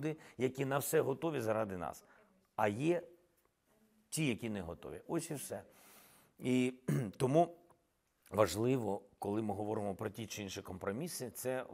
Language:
Ukrainian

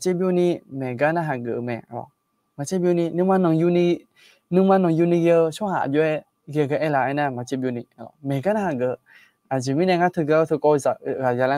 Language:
Akha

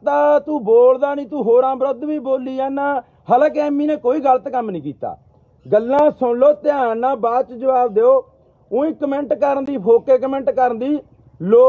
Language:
Punjabi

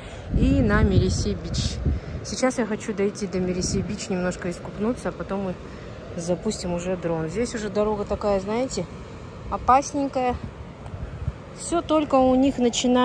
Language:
Russian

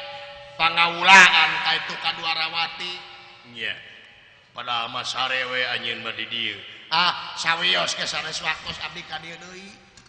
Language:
Sundanese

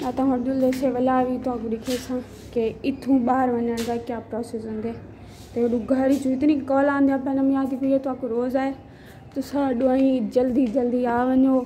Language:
Saraiki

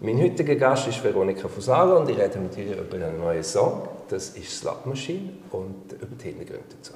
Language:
Swiss German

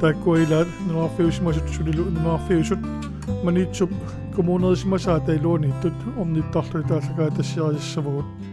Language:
Kalaallisut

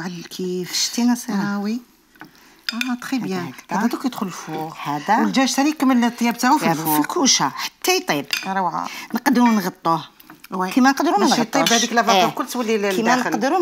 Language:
Algerian Arabic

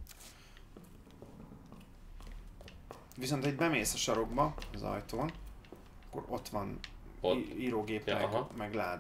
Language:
Hungarian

